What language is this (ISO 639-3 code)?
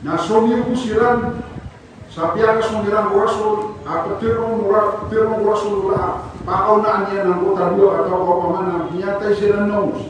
mrw